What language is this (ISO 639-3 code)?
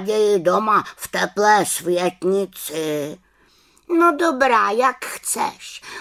ces